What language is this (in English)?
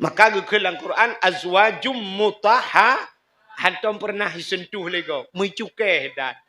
Achinese